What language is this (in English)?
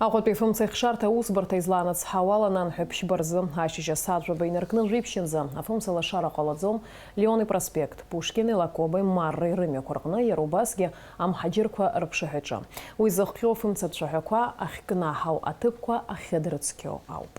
Abkhazian